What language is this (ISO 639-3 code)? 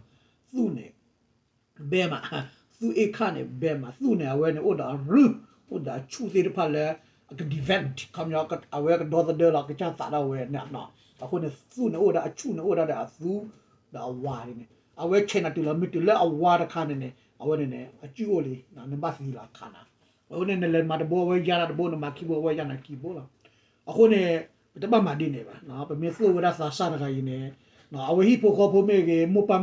ksw